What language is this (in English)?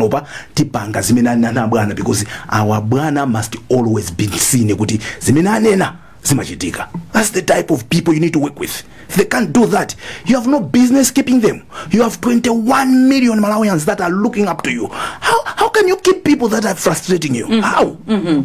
Nyanja